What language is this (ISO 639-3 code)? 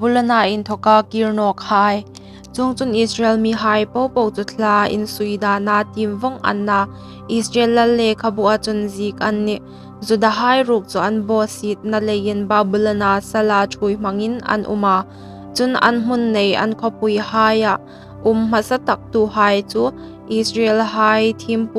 hmr